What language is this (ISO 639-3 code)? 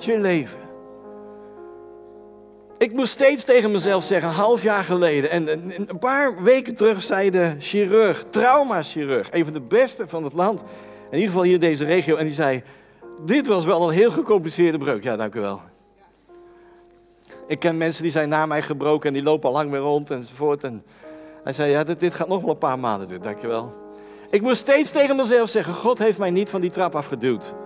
nld